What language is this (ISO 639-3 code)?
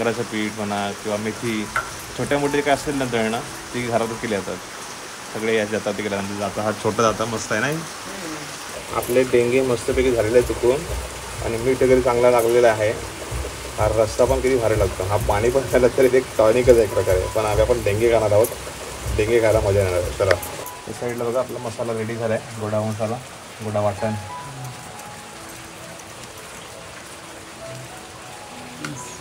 mar